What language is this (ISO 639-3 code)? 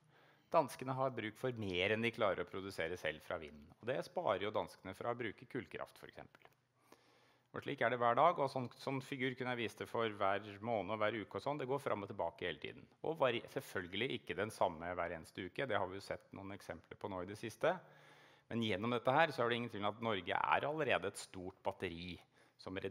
nor